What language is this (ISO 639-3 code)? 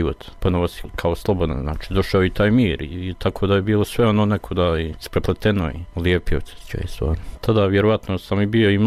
bos